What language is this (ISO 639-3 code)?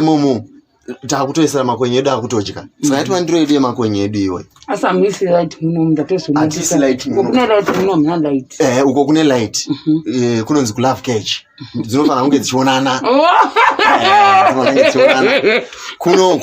sna